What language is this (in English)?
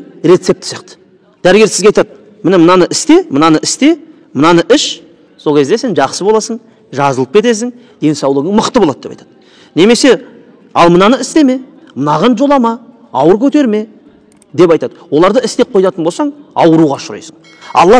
Kazakh